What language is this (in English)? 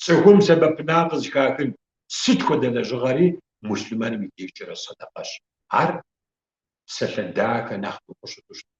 Kabardian